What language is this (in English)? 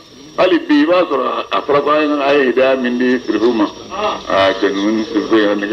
Bambara